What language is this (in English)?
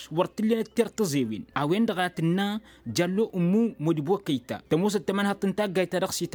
Tamasheq